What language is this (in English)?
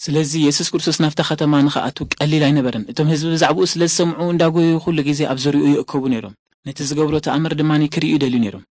Tigrinya